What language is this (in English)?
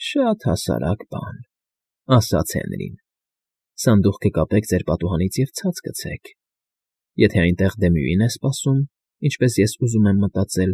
Armenian